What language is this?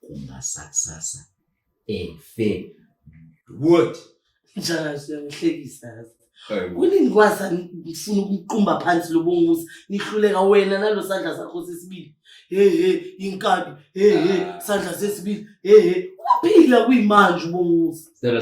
Zulu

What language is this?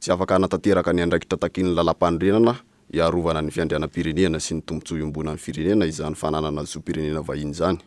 Malagasy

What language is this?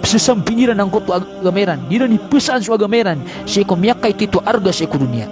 Maranao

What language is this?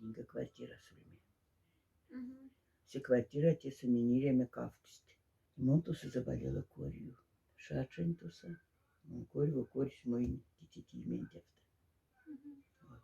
Moksha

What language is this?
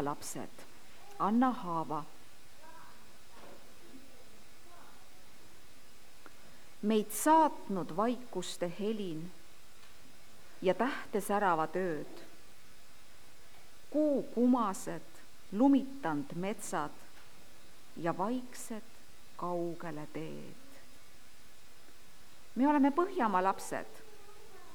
Estonian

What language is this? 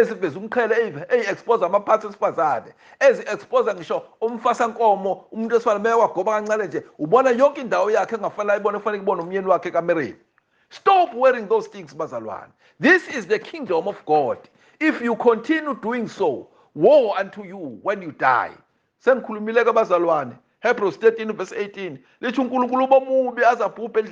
Zulu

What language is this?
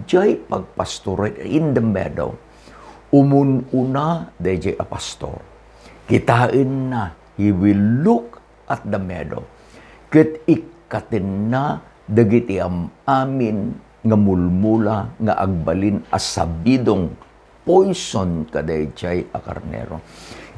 Iloko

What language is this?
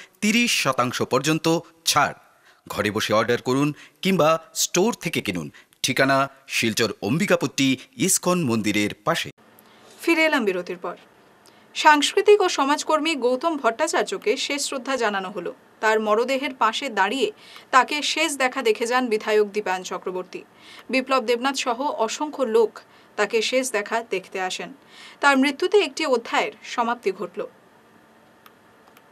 Bangla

